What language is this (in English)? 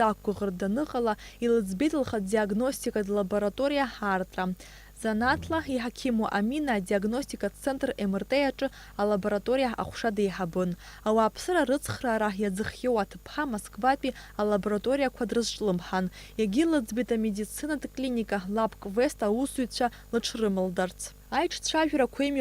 Abkhazian